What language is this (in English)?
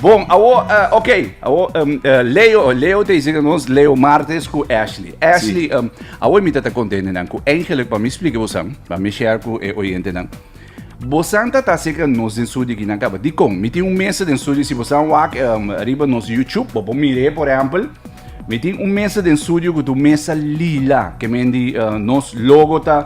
Papiamento